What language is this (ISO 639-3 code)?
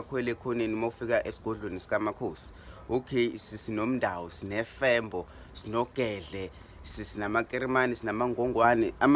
zul